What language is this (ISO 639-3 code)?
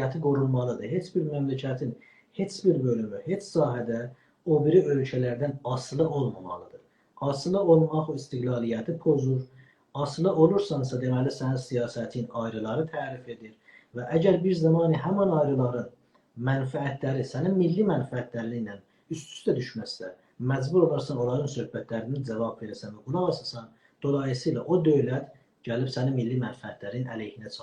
azb